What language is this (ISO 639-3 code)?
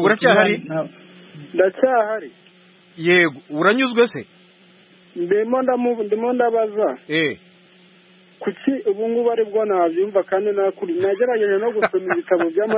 kin